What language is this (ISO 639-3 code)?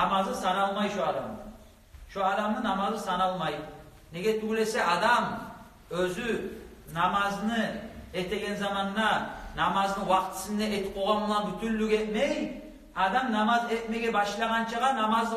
kum